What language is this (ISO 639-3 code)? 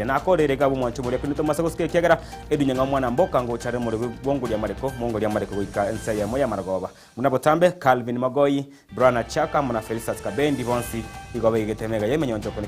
guz